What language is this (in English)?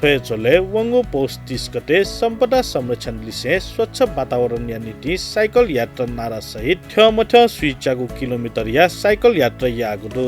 Newari